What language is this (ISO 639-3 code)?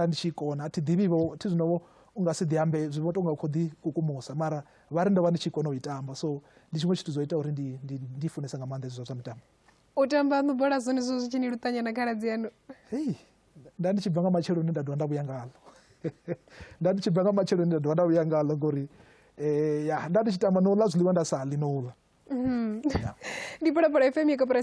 ven